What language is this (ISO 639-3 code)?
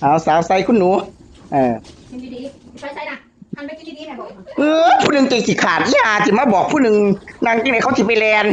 tts